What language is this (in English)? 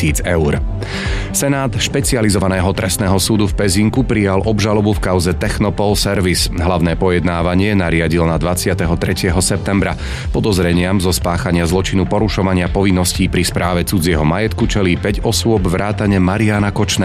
Slovak